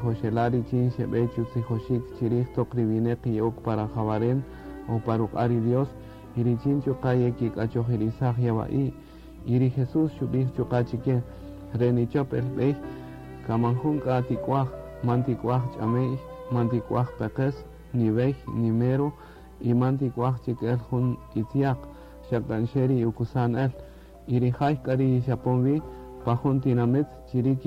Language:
Kaqchikel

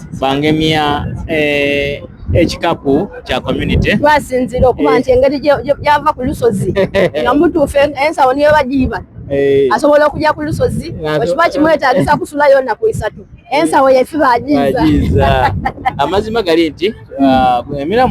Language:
Soga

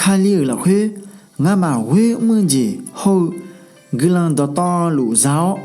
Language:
Akha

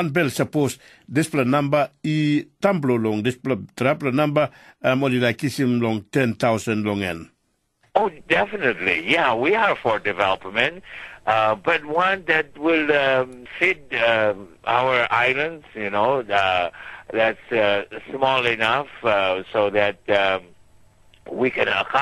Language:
Tok Pisin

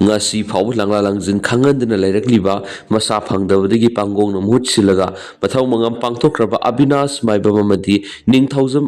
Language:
Manipuri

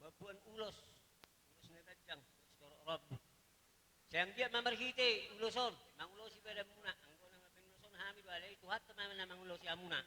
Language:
Batak Toba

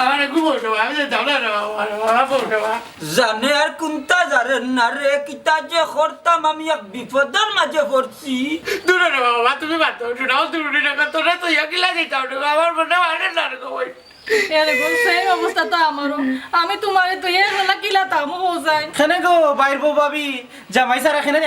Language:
Sylheti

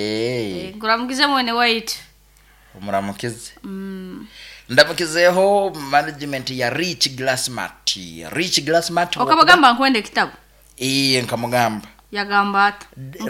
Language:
Nyoro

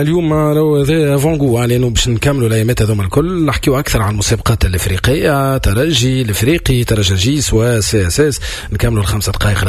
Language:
Tunisian Arabic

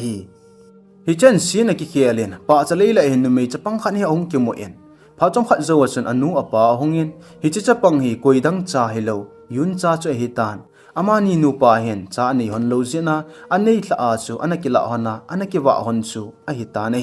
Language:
Thado Chin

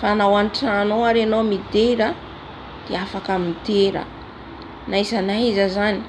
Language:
Malagasy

